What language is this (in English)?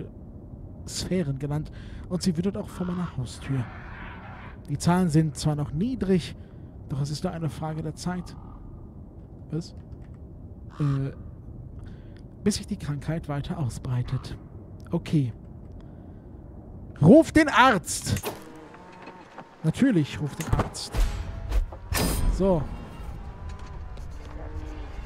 German